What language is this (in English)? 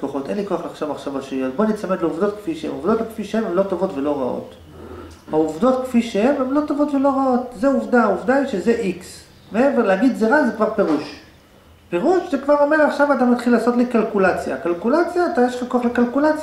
Hebrew